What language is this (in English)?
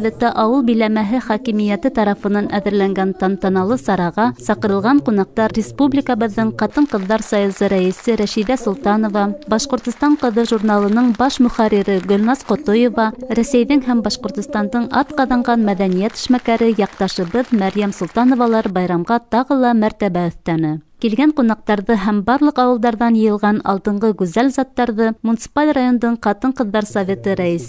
Bashkir